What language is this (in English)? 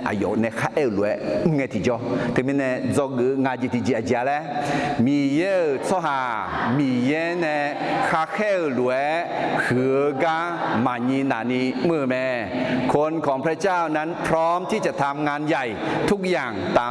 Akha